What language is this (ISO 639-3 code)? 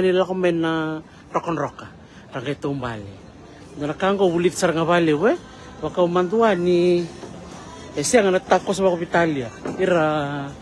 fij